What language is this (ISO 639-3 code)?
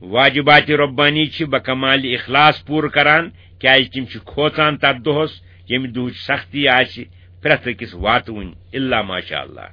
kas